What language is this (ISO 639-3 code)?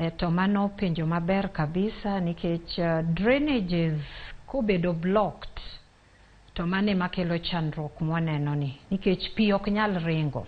luo